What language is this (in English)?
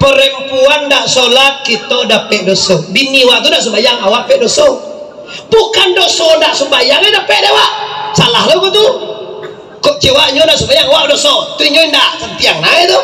Minangkabau